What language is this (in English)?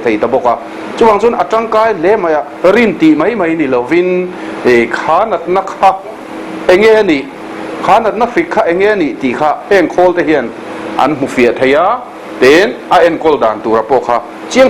Mizo